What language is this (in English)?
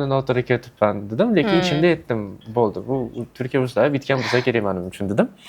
Uzbek